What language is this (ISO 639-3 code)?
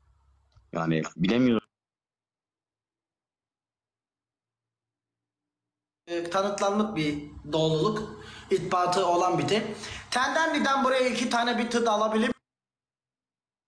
tur